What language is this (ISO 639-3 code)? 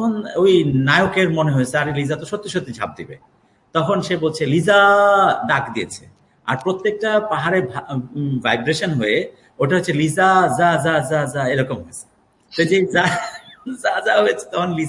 ben